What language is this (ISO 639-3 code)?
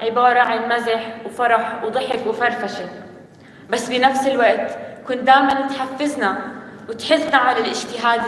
apc